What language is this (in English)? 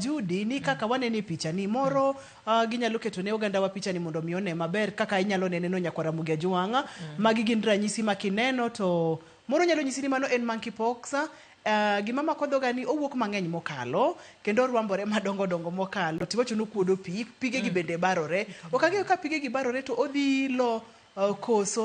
Luo (Kenya and Tanzania)